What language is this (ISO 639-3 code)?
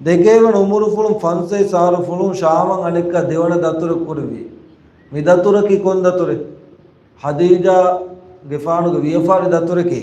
div